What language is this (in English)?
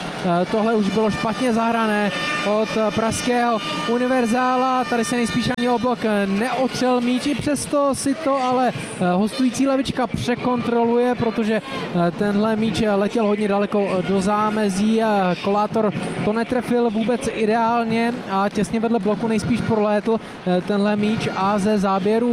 Czech